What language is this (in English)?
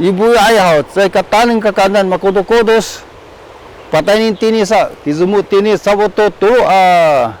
Sakizaya